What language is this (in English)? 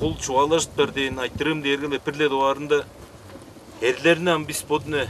Tuvinian